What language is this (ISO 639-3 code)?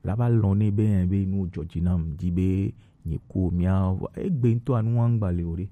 gej